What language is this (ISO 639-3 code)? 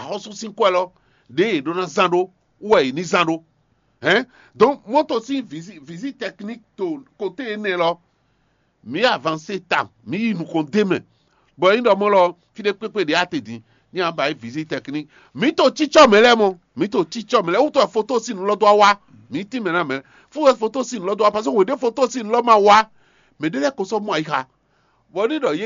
fon